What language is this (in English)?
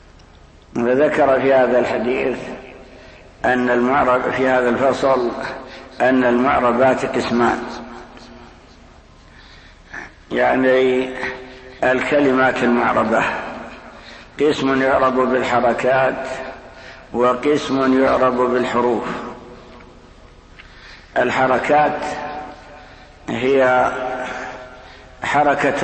Arabic